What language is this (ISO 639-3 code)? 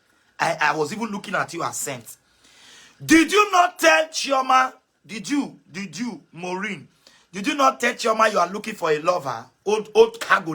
pcm